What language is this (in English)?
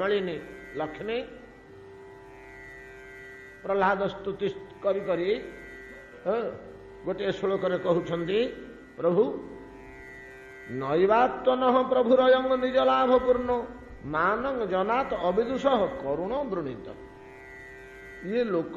Odia